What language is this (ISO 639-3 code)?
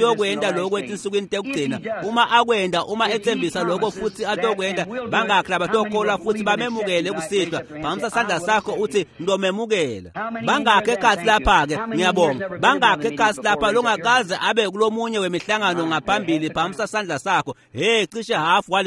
ssw